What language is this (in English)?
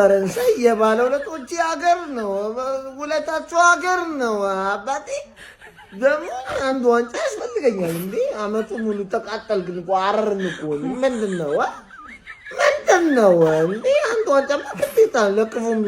Amharic